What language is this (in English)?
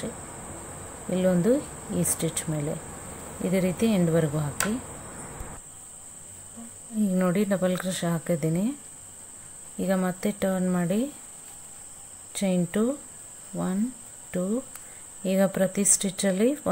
Kannada